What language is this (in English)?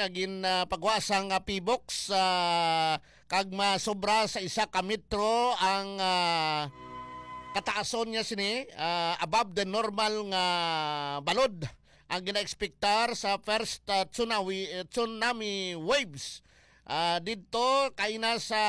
Hiligaynon